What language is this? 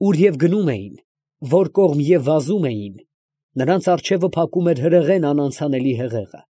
Armenian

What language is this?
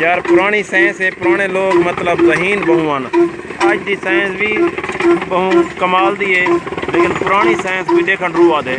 Saraiki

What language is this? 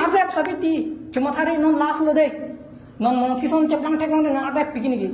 Karbi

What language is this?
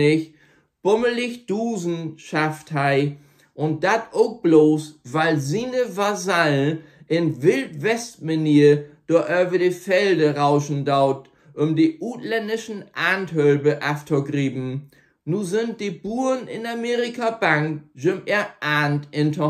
Low German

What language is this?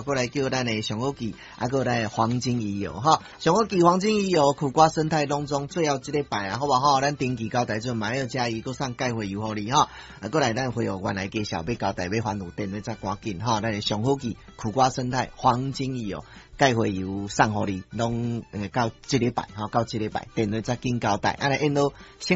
Min Nan Chinese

